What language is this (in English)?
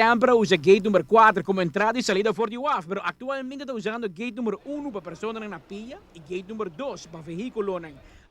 Papiamento